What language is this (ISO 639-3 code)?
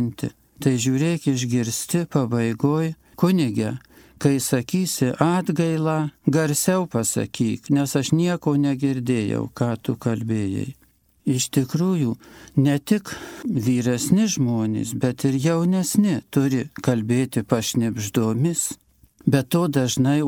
lit